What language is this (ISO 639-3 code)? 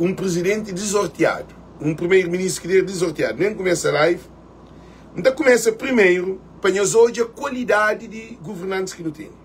kea